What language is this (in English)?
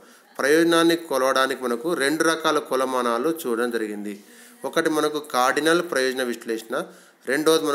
Telugu